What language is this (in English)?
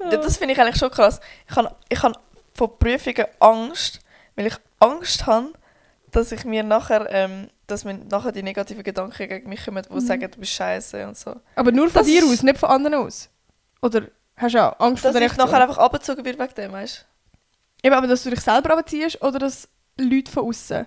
Swiss German